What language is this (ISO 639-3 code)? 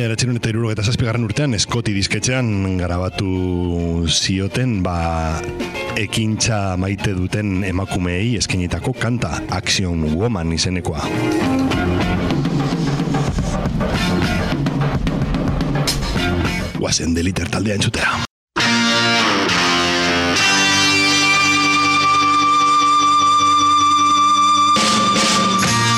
eus